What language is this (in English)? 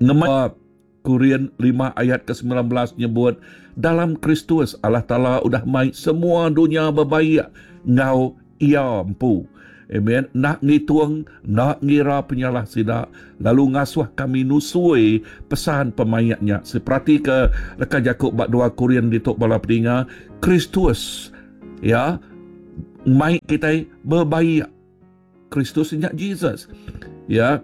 Iban